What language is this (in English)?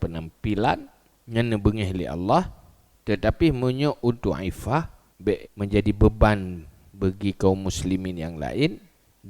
Achinese